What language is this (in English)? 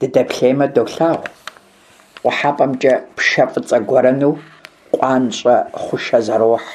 Kabardian